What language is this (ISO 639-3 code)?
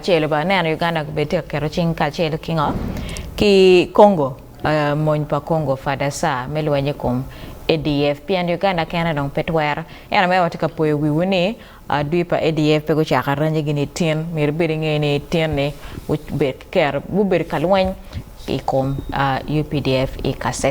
ach